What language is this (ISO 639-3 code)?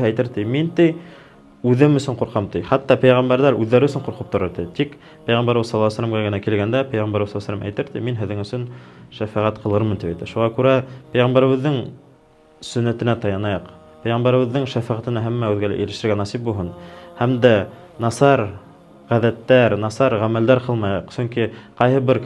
bak